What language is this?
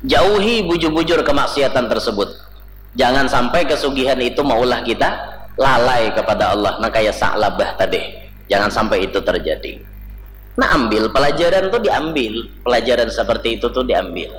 Banjar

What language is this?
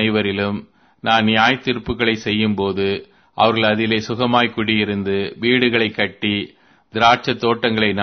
Tamil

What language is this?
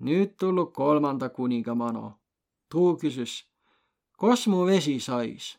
Võro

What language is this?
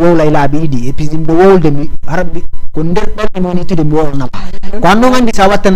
Fula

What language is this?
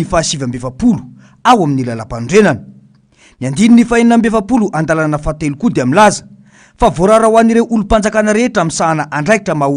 Malagasy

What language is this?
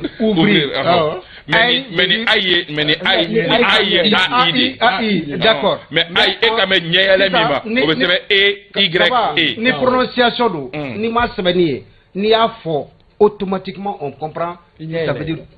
Bambara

